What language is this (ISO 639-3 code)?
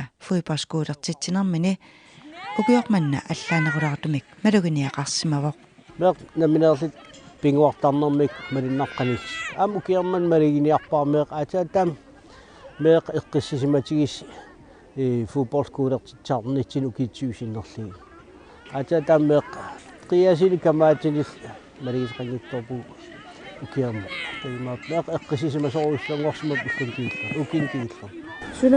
kal